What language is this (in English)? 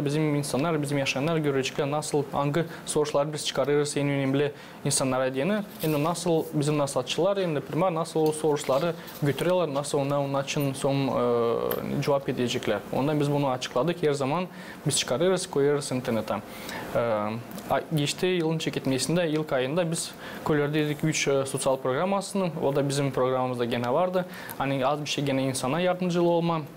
Gagauz